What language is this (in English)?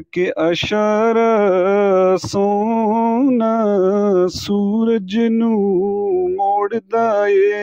Gujari